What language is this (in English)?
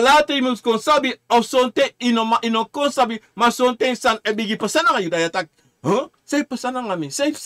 Sranan Tongo